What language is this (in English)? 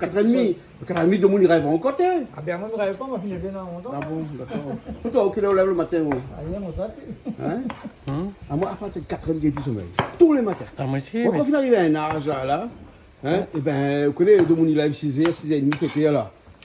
Réunion Creole French